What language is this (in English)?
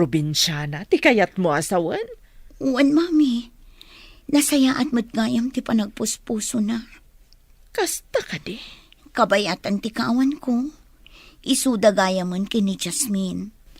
Iloko